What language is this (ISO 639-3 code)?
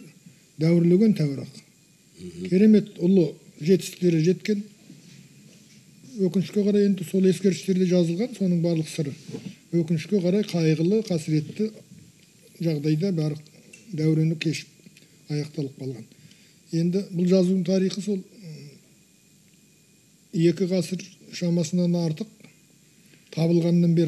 kaz